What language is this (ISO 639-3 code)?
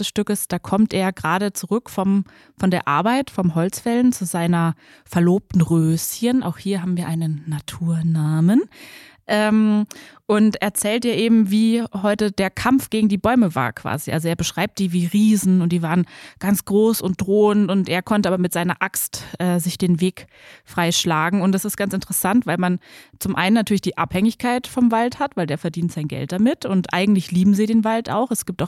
deu